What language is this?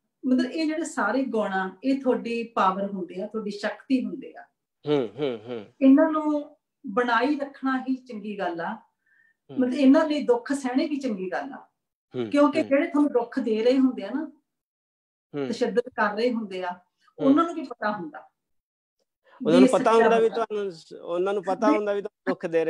Punjabi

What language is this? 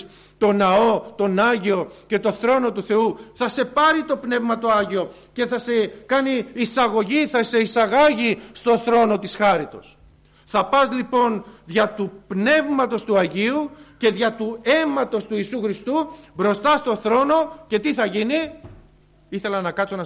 Greek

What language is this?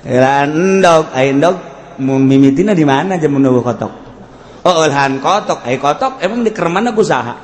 Sundanese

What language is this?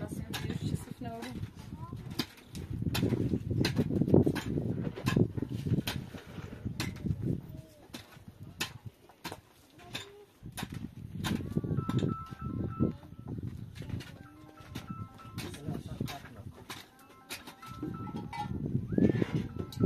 Persian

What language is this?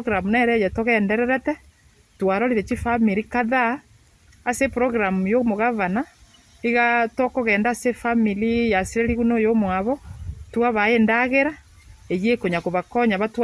Gusii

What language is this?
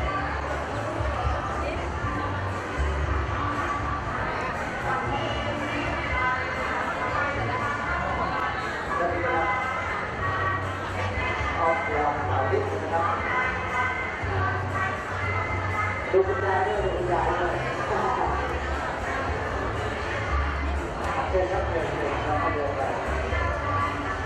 Thai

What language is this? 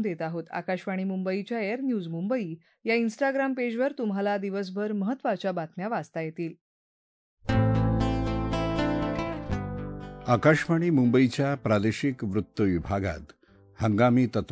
Marathi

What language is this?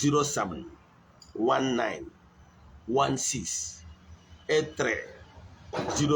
Igbo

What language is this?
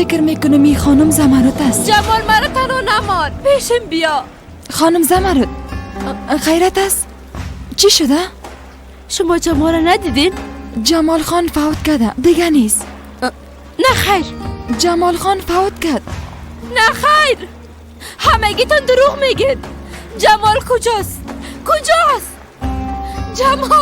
Persian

